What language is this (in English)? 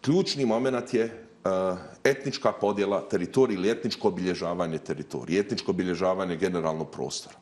Bosnian